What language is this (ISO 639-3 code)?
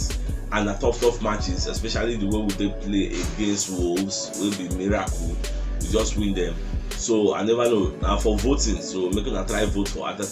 pcm